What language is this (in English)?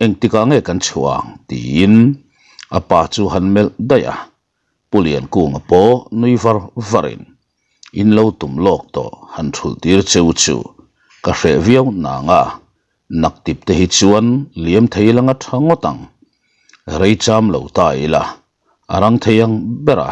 Mizo